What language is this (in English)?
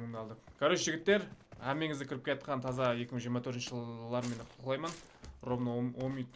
Kara-Kalpak